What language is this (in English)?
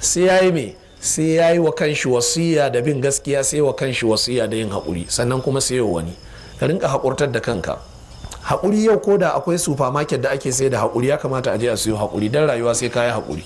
Hausa